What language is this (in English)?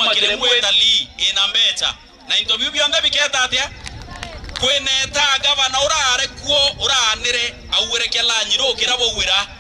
Meru